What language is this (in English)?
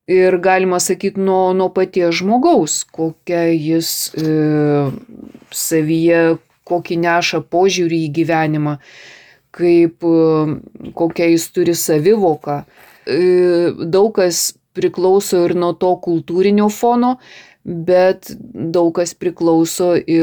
Lithuanian